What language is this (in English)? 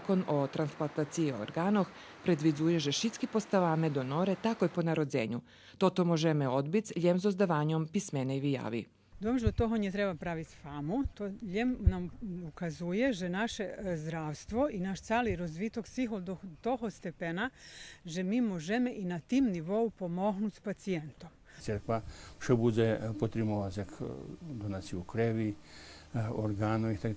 Rusyn